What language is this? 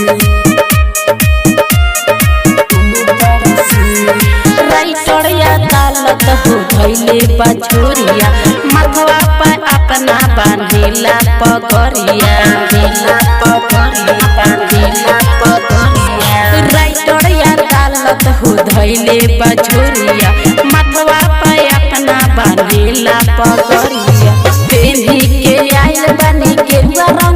Bhojpuri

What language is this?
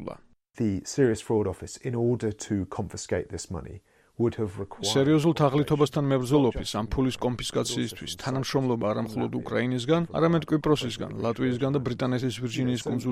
Georgian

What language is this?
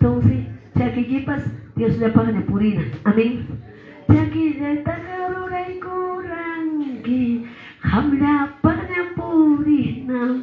Quechua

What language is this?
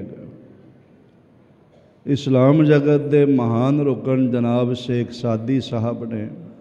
Punjabi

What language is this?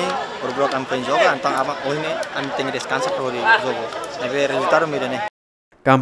Tetum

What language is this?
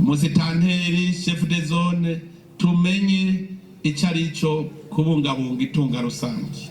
Rundi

